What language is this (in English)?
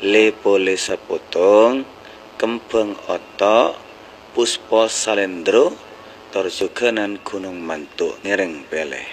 Madurese